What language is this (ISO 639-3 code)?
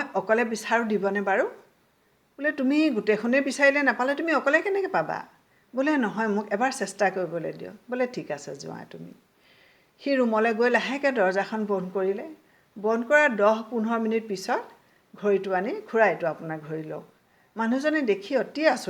asm